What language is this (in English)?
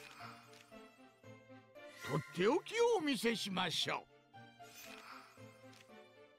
Japanese